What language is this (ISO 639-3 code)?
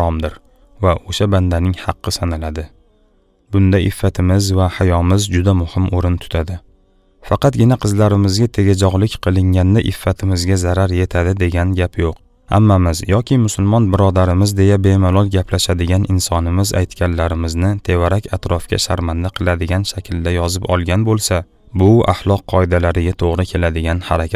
uzb